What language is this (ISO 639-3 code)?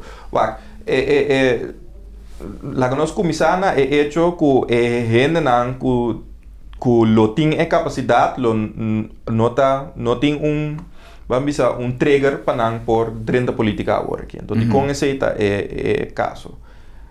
pap